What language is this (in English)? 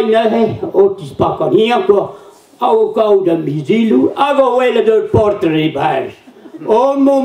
Breton